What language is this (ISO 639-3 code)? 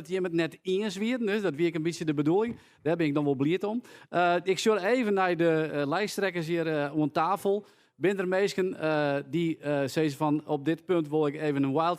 fry